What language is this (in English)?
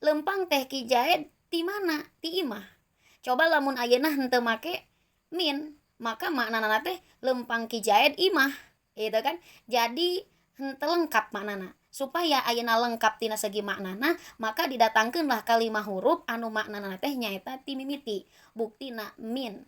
Sundanese